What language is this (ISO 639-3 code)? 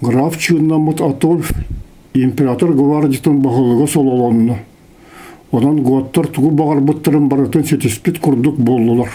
sah